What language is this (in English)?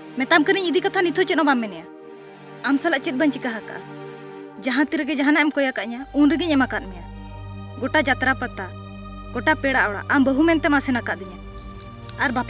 Santali